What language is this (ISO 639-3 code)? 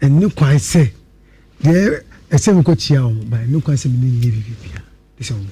aka